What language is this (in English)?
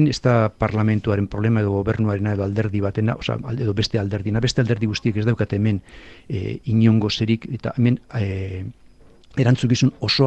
Basque